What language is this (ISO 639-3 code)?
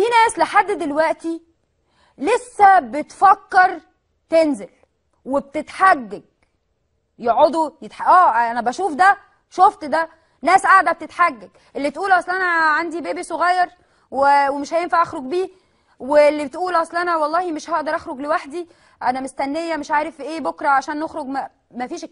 arz